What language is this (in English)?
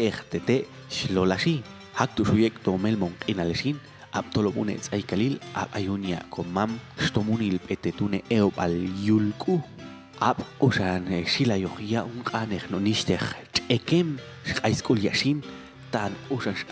Popti'